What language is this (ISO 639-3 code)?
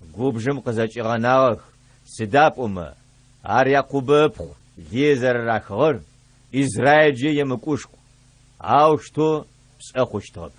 ady